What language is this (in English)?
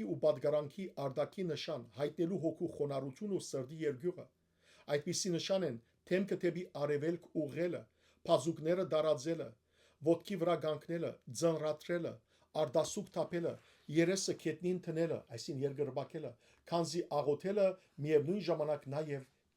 Western Armenian